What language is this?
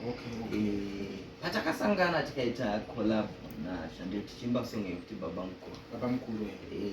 Shona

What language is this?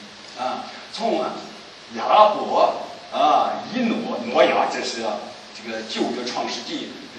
Chinese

